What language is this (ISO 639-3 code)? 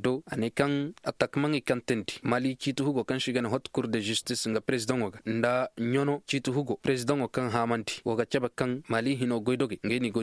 ses